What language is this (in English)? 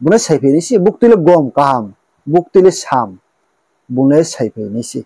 Riang (India)